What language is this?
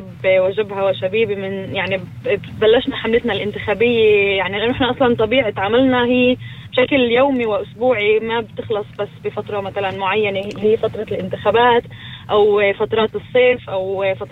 North Levantine Arabic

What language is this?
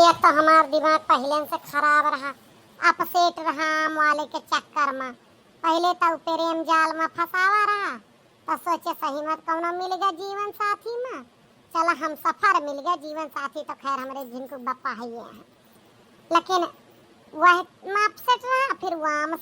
Awadhi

